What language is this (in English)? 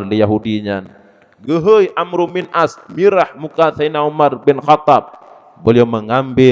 Achinese